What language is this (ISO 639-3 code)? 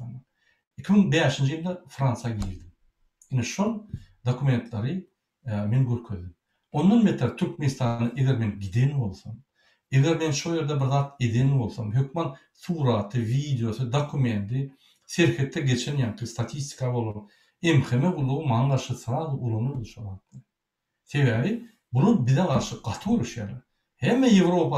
tuk